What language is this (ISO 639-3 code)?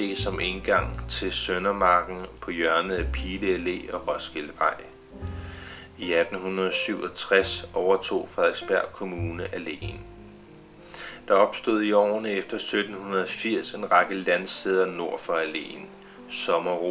dan